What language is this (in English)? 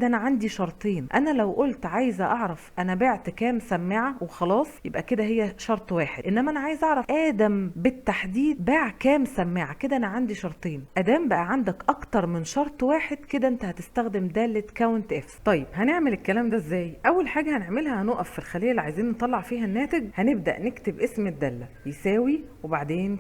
Egyptian Arabic